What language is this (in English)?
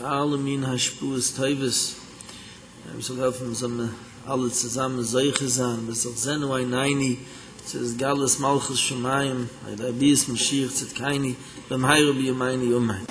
Yiddish